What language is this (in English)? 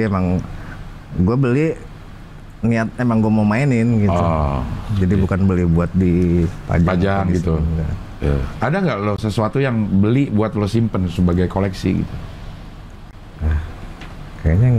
Indonesian